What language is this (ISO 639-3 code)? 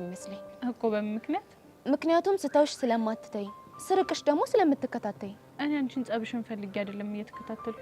amh